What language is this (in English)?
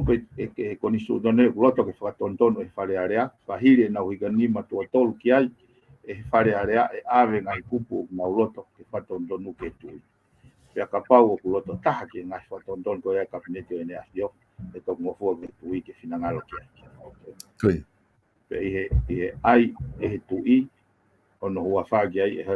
Tongan